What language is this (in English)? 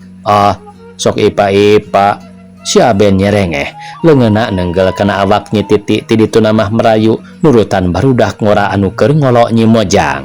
Sundanese